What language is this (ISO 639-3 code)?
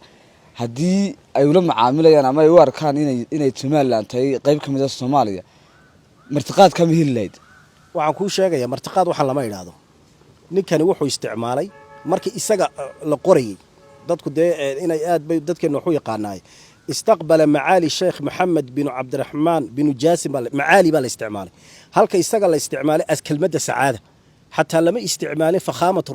som